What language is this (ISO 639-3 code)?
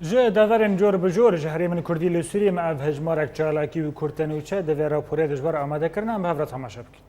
kur